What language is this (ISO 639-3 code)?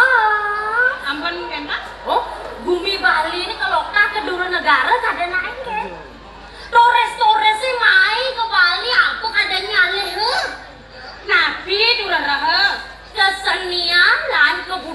ban